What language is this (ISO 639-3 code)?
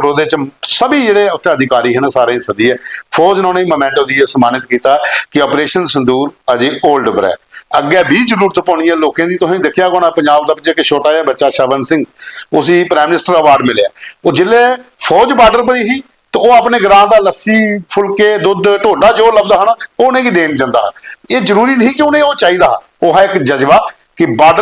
doi